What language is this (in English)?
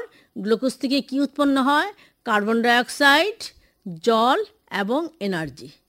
Bangla